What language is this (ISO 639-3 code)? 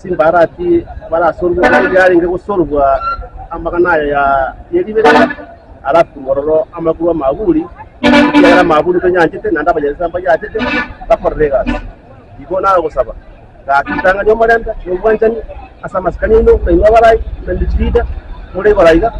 guz